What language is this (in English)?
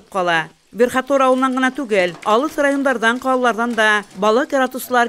Bashkir